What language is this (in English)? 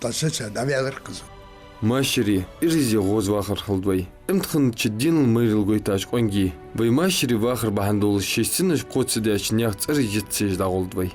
Ingush